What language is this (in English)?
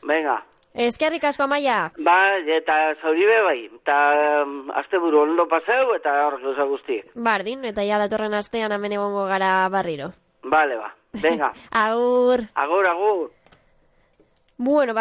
Basque